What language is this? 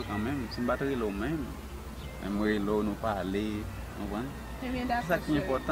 Haitian Creole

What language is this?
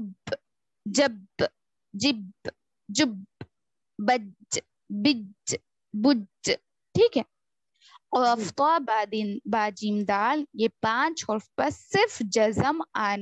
Urdu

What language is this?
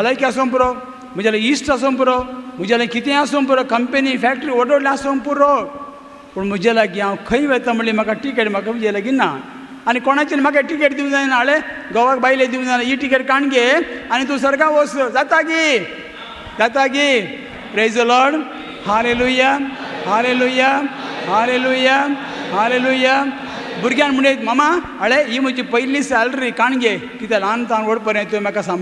Konkani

